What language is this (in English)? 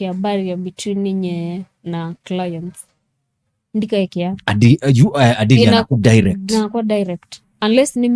Kamba